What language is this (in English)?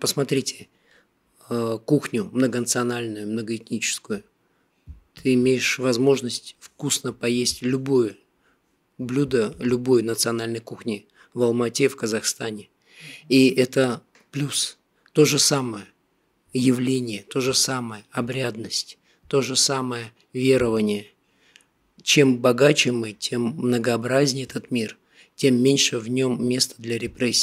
Russian